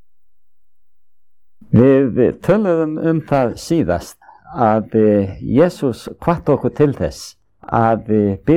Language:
Icelandic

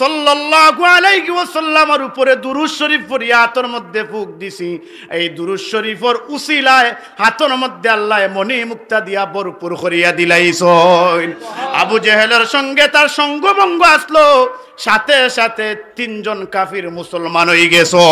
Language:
Sylheti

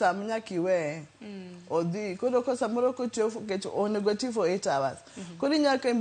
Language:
Luo (Kenya and Tanzania)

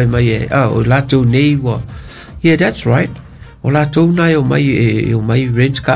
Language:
Samoan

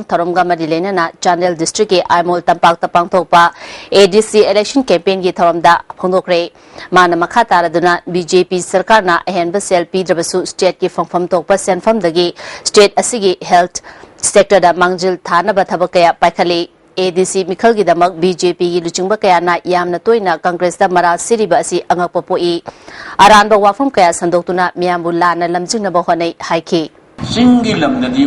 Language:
Manipuri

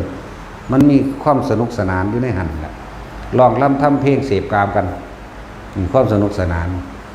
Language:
Northeastern Thai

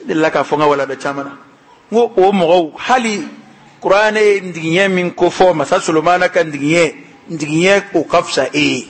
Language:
Bambara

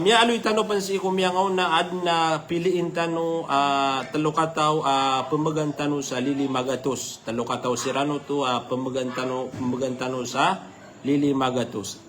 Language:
Maranao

